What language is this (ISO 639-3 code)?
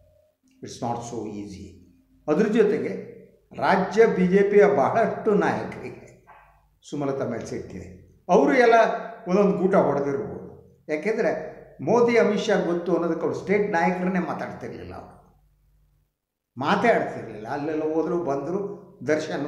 kan